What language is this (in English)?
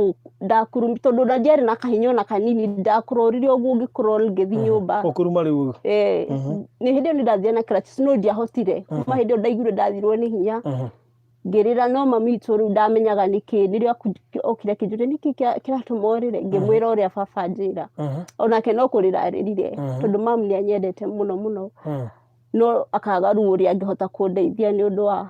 Kikuyu